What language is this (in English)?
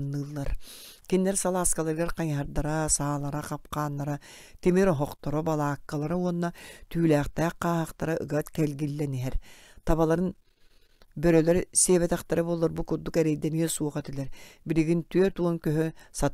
Yakut